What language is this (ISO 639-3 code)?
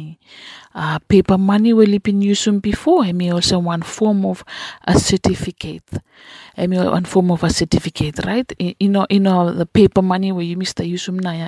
bis